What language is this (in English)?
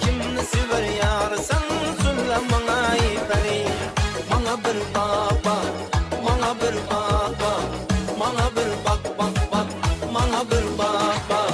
Kara-Kalpak